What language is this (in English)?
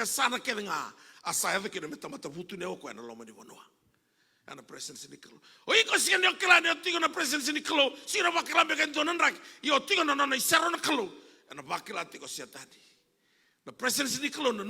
Fijian